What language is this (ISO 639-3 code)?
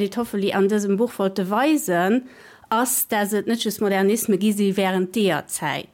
ltz